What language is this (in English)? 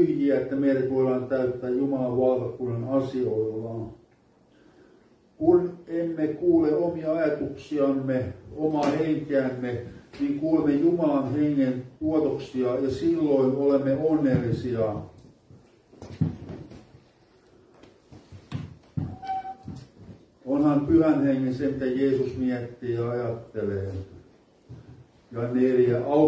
Finnish